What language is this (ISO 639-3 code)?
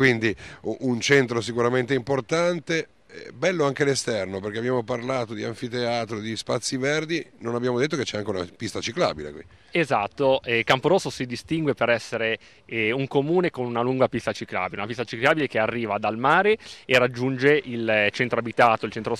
ita